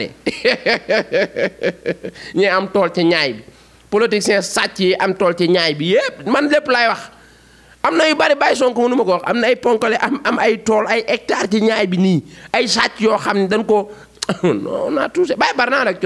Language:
Wolof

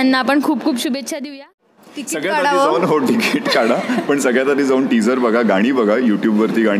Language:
Marathi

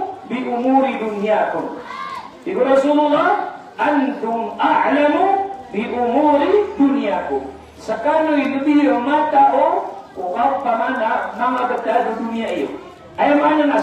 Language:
Maranao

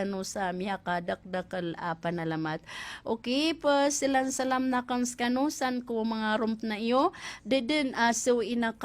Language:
Maranao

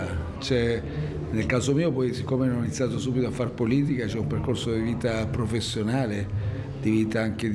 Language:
Italian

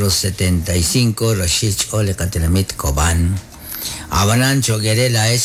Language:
Kekchí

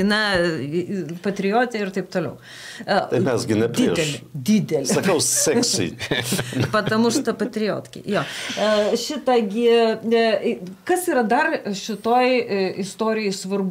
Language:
Lithuanian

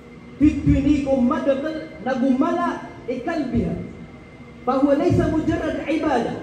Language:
Maranao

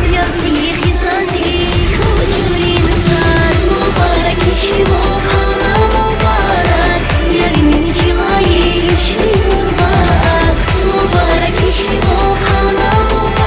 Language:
Tabassaran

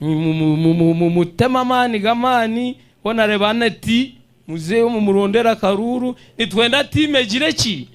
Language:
Nyankole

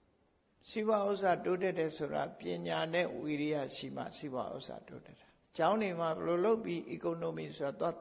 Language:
Burmese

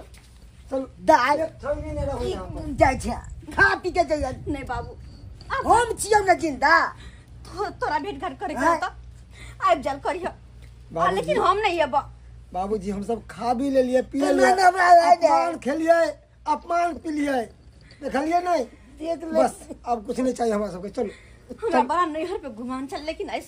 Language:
Maithili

